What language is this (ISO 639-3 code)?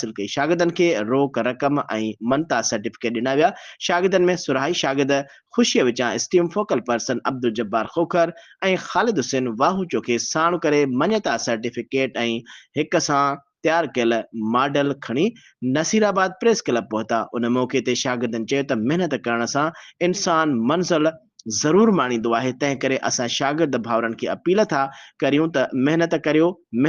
snd